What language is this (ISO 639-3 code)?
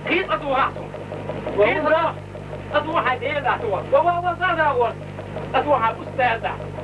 che